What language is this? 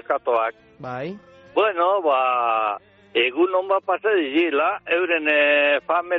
Basque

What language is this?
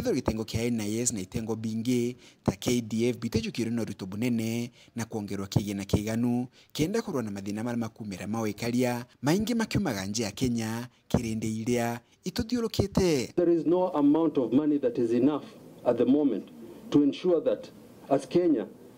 Meru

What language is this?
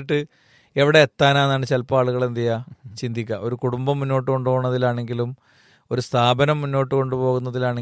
Malayalam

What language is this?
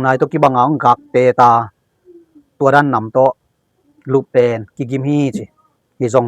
Tedim Chin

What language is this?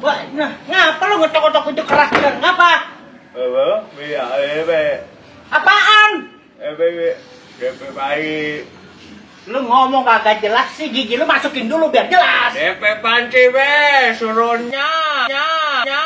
Betawi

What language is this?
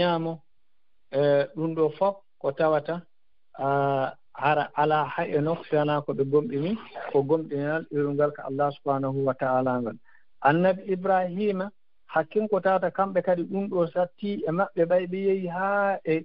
Fula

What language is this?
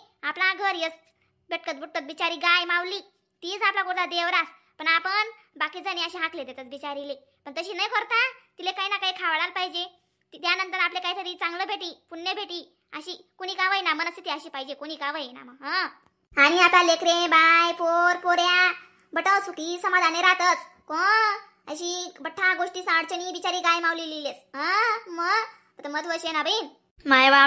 Khandesi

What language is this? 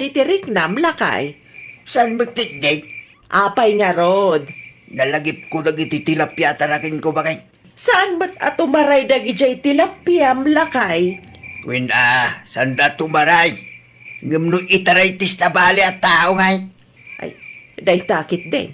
Iloko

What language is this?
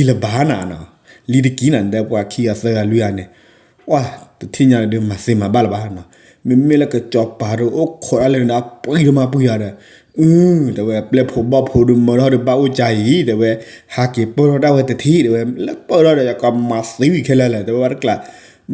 S'gaw Karen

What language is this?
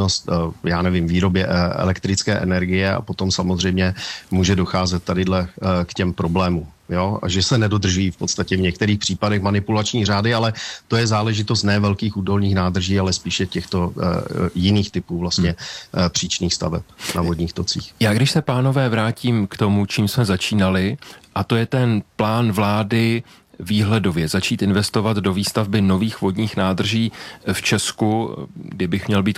Czech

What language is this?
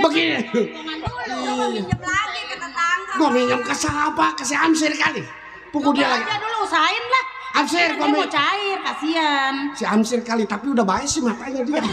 Betawi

